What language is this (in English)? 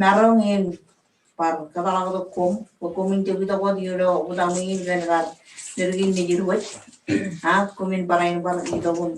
Marshallese